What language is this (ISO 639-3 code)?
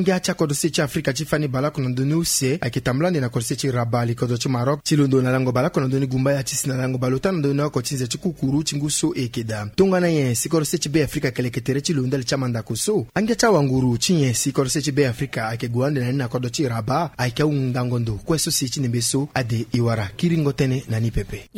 sag